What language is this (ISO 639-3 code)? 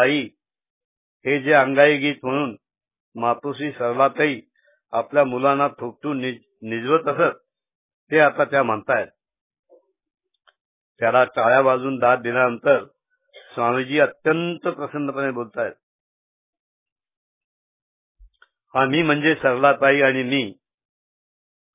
mar